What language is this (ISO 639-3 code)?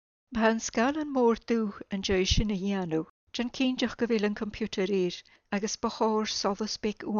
gla